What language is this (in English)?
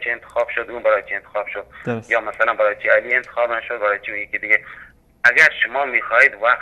Persian